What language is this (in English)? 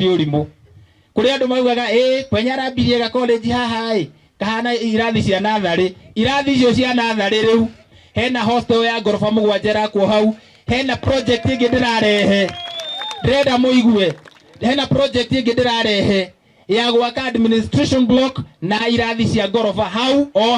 Kikuyu